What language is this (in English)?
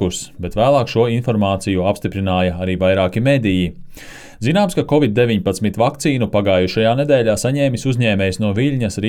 Latvian